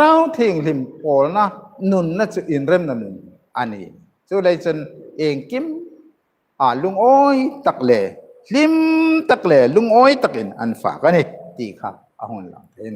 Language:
Hmar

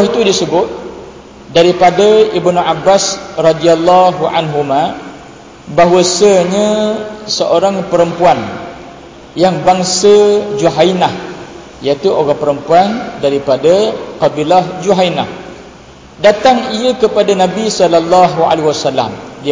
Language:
Malay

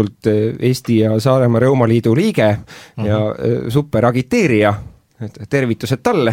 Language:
Estonian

